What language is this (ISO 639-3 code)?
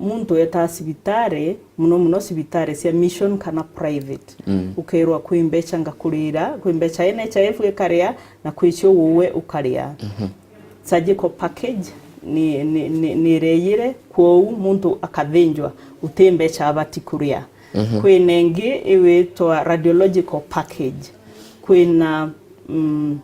mer